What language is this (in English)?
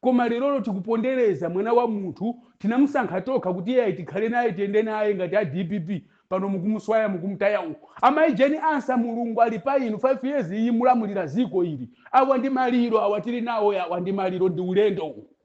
Nyanja